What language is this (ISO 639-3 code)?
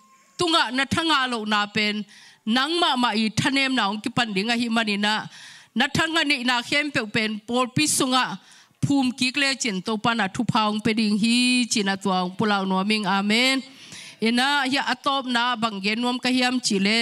ctd